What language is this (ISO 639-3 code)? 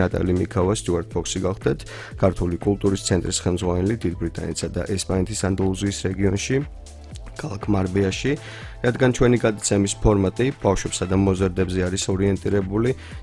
kat